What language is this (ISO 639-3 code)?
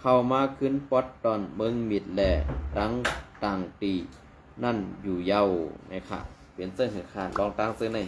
shn